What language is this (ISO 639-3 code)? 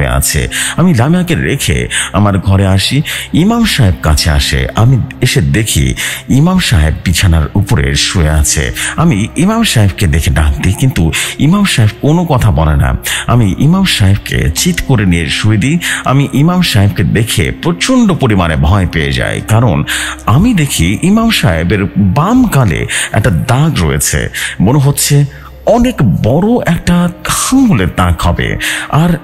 ben